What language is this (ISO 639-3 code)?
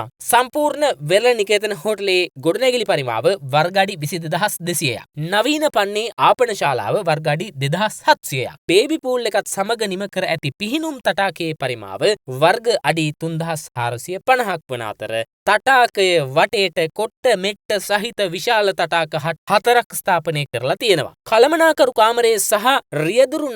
sin